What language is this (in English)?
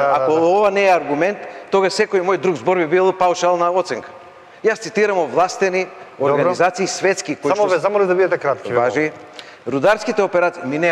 Macedonian